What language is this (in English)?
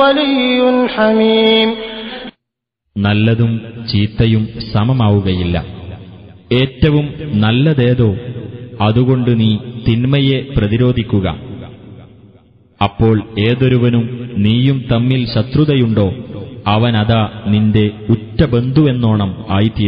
Malayalam